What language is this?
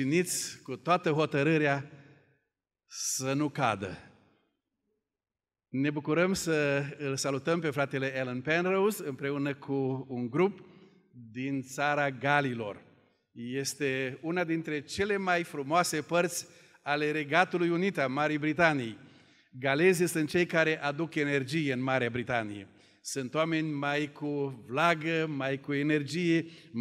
Romanian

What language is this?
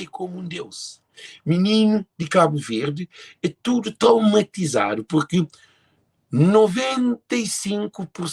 Kabuverdianu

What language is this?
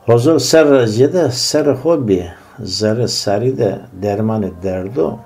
Zaza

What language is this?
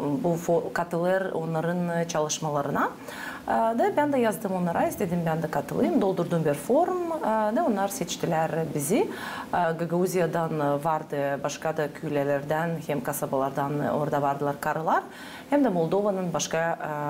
Gagauz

